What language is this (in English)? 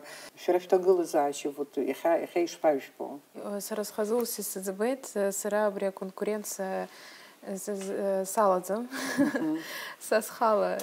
Abkhazian